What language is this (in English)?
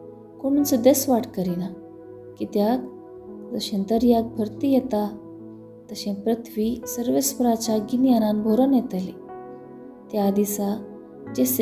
Konkani